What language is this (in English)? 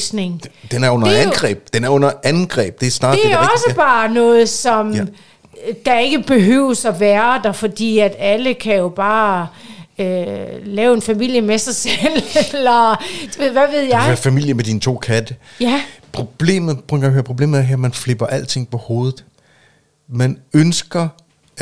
Danish